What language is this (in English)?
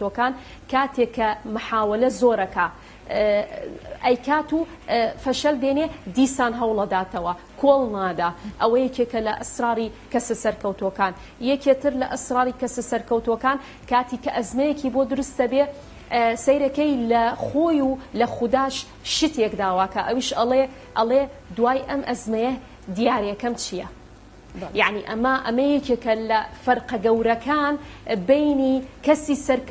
Central Kurdish